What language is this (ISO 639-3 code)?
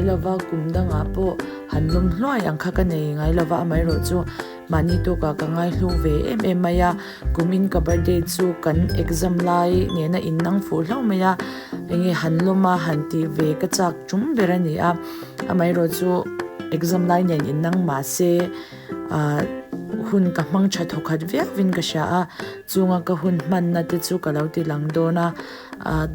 lus